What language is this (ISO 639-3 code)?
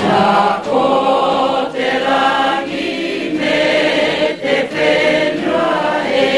mri